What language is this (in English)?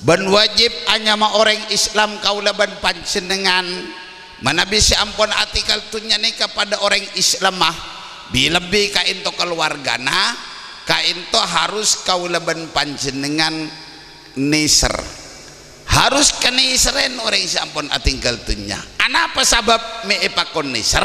Madurese